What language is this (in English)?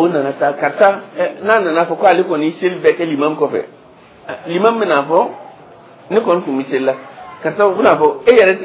Dyula